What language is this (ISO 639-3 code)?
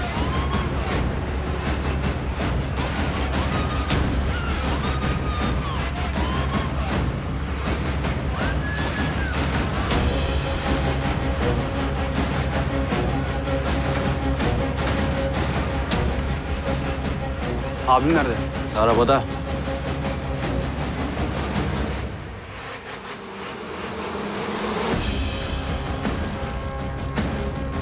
tur